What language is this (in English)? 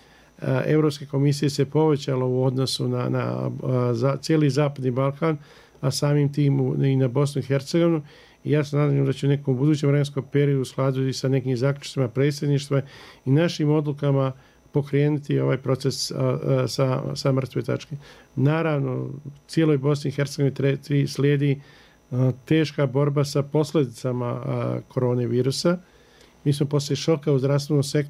Bosnian